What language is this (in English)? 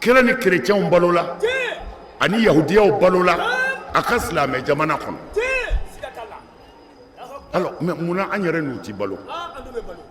Bambara